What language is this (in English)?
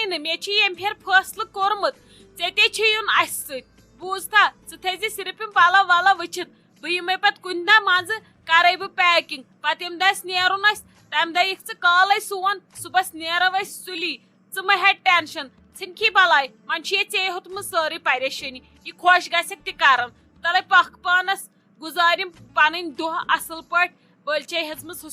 Kashmiri